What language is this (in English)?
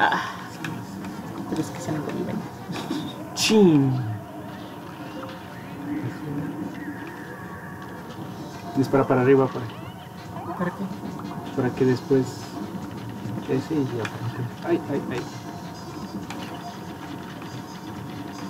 Spanish